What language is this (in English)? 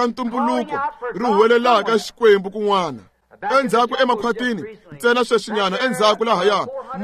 Tsonga